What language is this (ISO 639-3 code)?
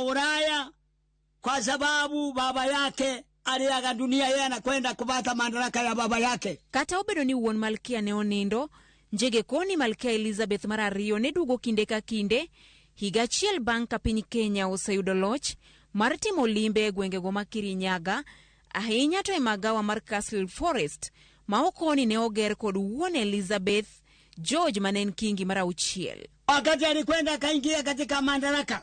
luo